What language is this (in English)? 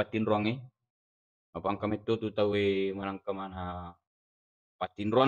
Buginese